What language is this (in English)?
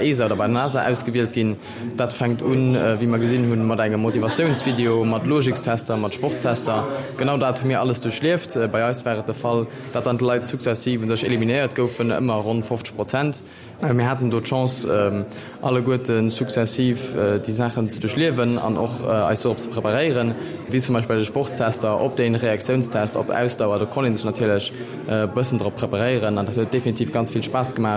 Luxembourgish